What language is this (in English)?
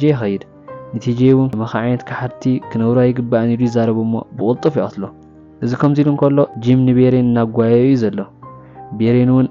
Tigrinya